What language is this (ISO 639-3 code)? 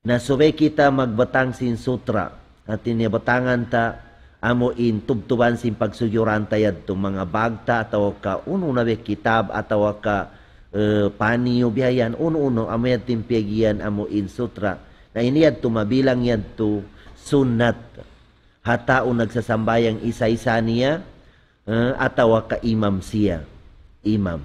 tsg